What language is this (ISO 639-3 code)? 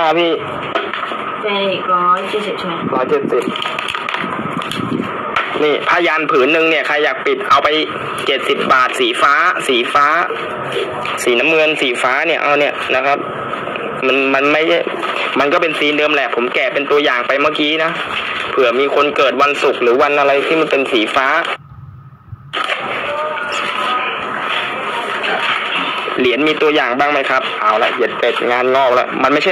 tha